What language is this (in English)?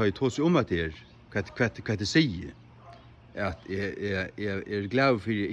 Faroese